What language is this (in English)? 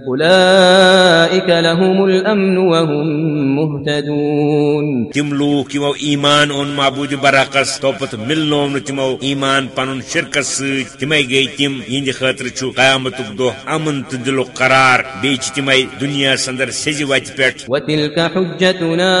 Kashmiri